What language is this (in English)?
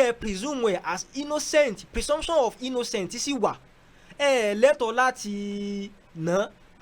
Yoruba